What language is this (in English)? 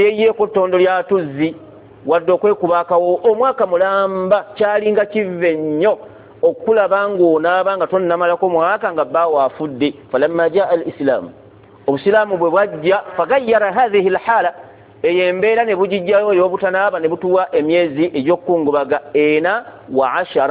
Ganda